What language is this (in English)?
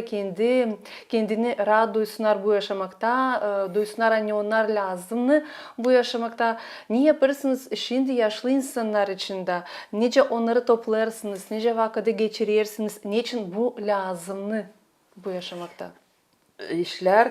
Gagauz